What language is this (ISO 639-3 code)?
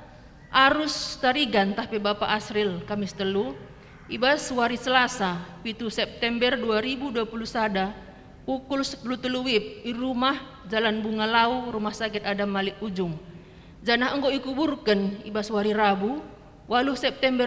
btx